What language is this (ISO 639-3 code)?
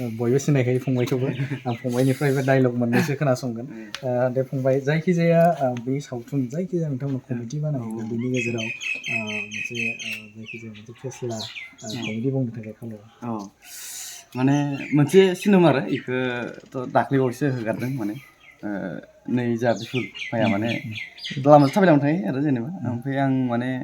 brx